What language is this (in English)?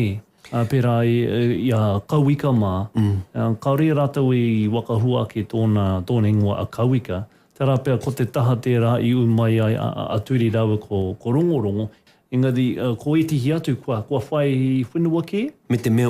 Māori